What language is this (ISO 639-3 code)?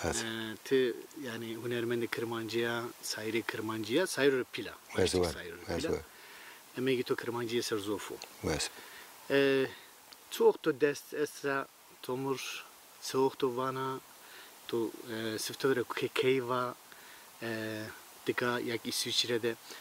zza